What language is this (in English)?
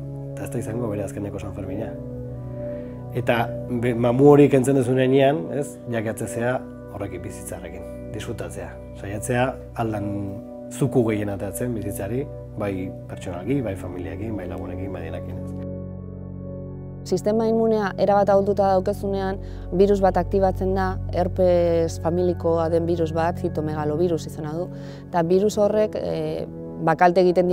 Basque